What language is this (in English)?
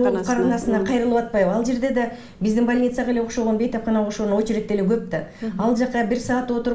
Kyrgyz